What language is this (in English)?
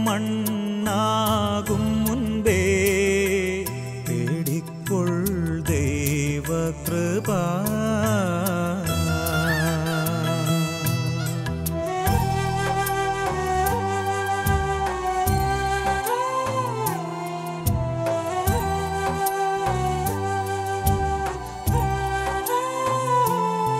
Malayalam